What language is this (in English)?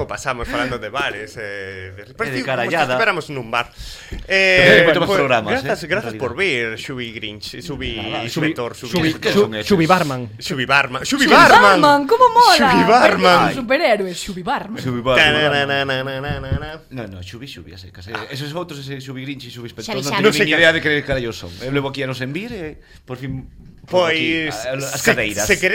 Galician